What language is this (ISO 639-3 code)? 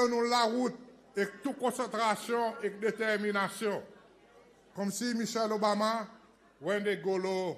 crs